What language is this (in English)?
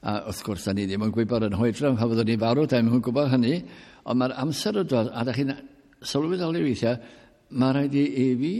Welsh